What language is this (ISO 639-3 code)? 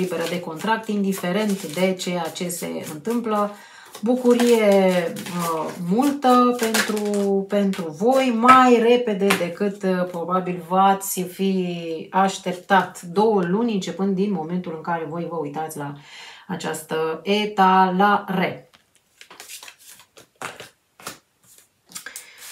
ron